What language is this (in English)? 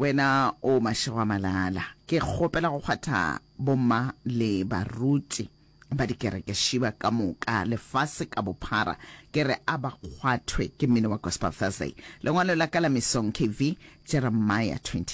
Northern Sotho